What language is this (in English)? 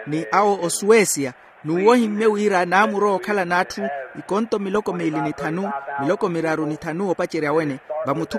Makhuwa